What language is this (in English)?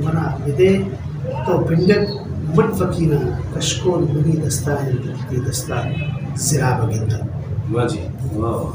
Brahui